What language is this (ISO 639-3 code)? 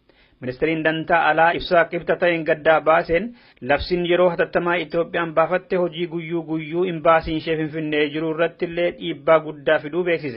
orm